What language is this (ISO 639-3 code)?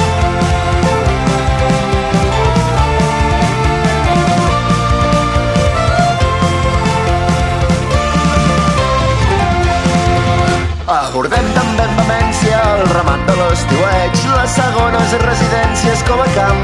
cat